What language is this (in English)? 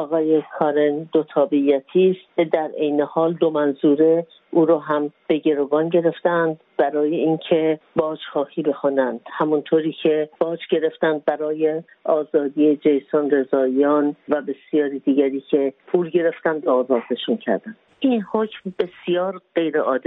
Persian